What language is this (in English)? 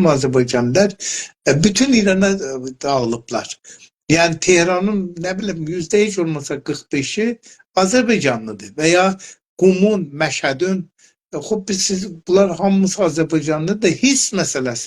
South Azerbaijani